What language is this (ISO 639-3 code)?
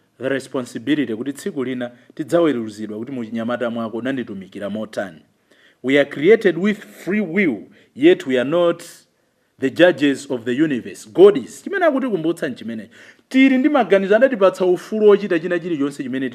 nya